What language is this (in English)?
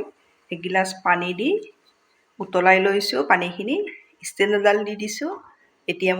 Assamese